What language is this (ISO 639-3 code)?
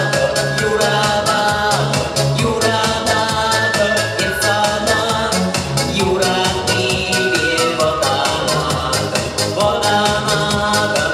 chv